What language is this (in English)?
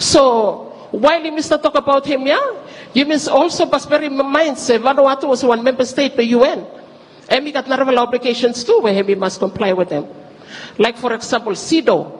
Bislama